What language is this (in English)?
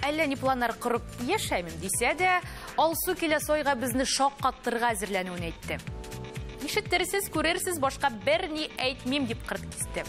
Tatar